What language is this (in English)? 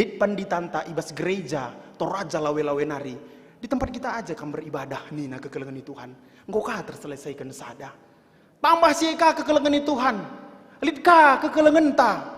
Batak Karo